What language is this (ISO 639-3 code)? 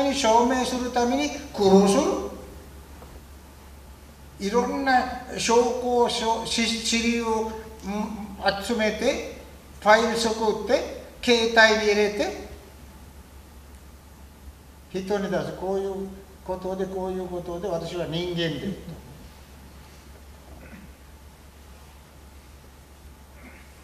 jpn